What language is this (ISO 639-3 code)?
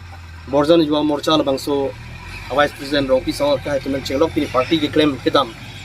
mjw